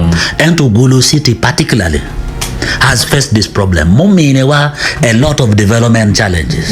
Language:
Acoli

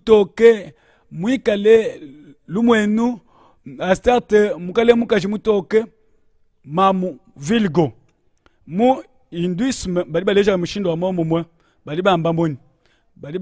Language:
Luba-Lulua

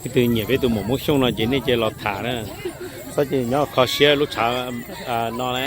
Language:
Hmong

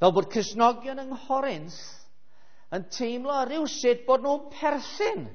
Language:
Welsh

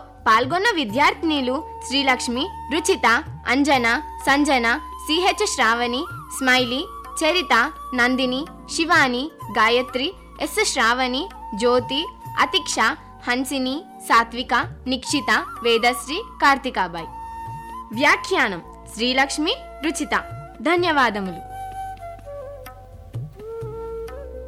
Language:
Telugu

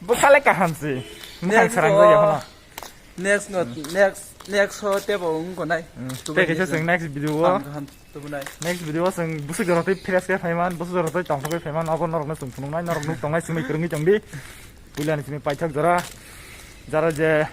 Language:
Kok Borok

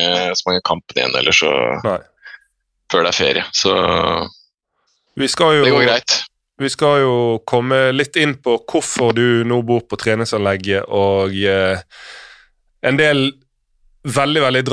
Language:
Norwegian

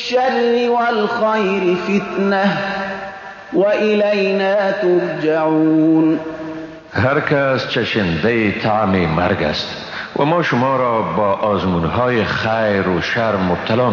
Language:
Persian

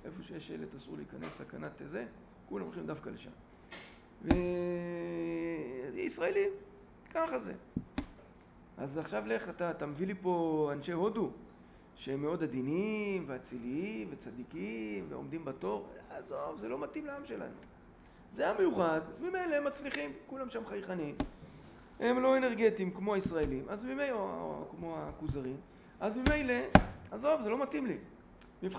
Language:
Hebrew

